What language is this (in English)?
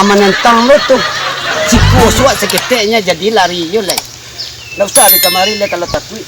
Minangkabau